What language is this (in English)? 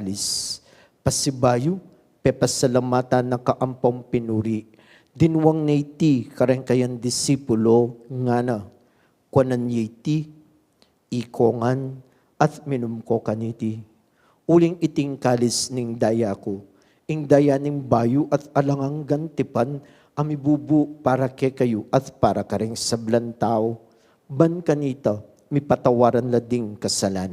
Pampanga